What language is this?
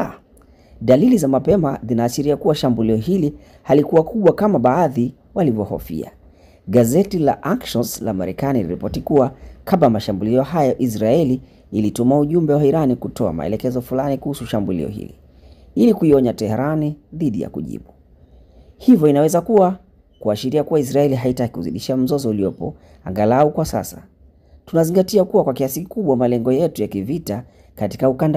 Swahili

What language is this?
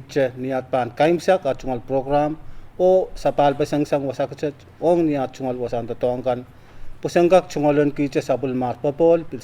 Pohnpeian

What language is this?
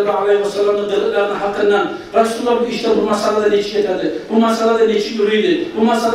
Kumyk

